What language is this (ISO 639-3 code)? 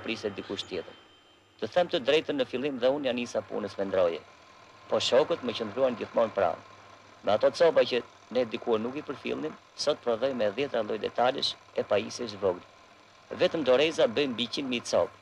sqi